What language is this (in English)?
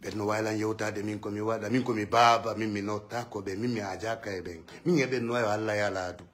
Fula